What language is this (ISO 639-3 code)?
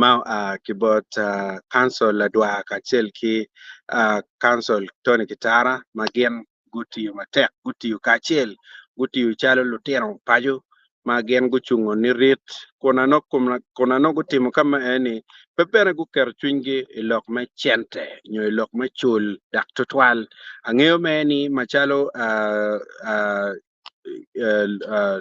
ach